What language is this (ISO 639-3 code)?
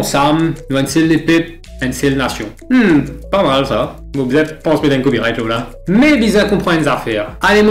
mfe